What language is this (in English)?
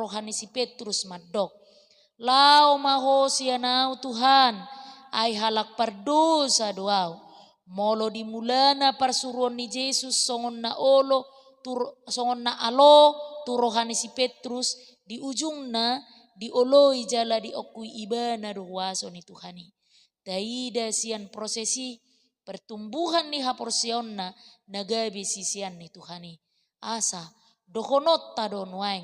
Batak Toba